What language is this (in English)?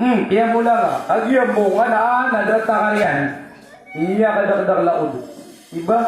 Maranao